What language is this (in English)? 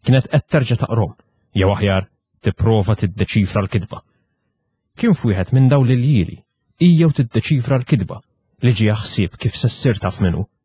Maltese